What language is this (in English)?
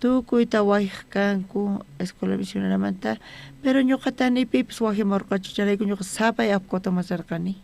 South Bolivian Quechua